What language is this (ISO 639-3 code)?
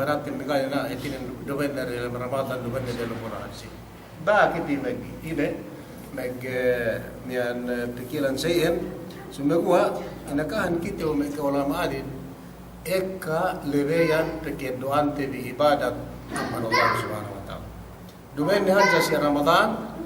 yka